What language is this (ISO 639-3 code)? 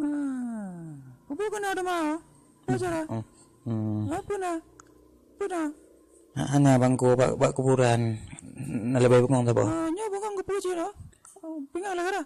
ace